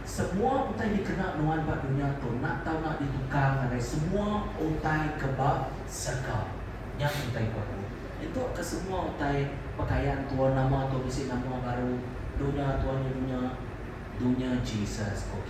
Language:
Iban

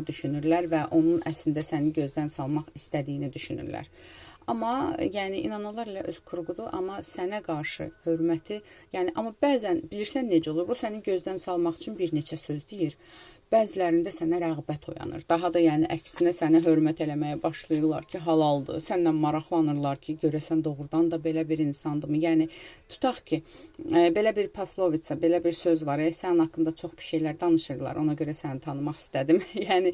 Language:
Azerbaijani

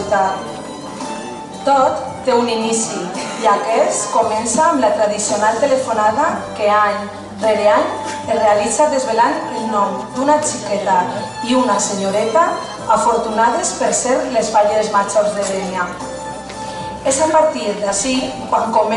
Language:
Catalan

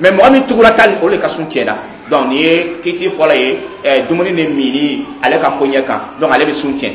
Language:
Dyula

